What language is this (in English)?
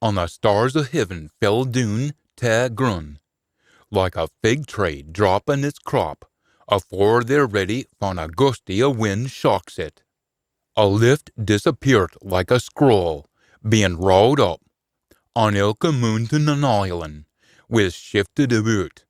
Scots